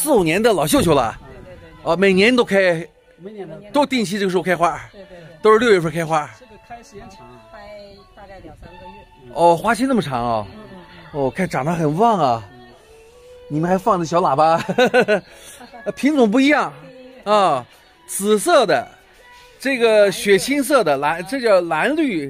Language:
Chinese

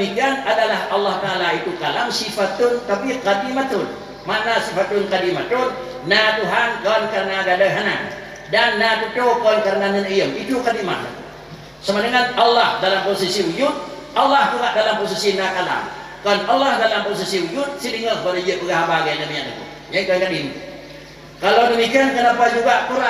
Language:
Achinese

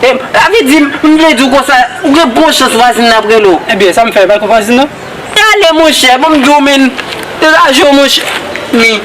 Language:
Haitian Creole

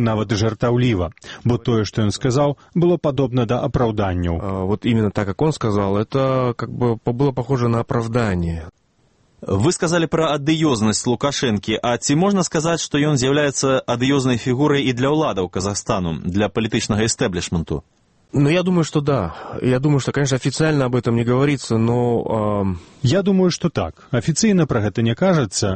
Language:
Belarusian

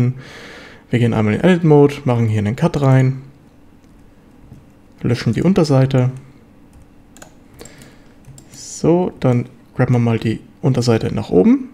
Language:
German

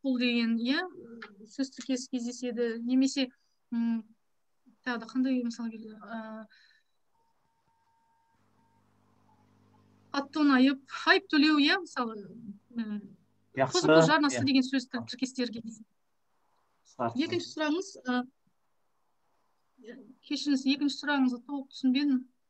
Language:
Kazakh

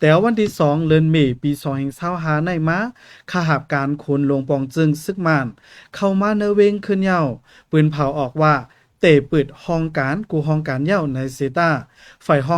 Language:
Shan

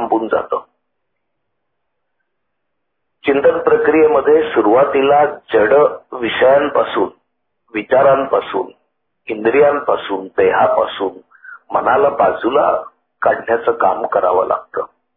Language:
Marathi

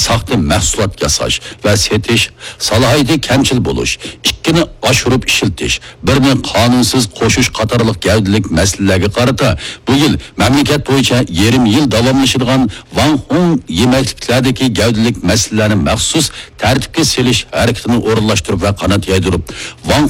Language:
Uyghur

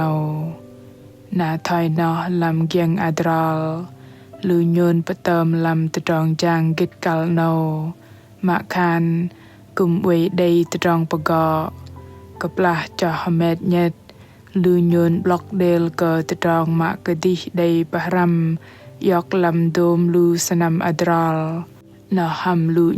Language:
Bahnar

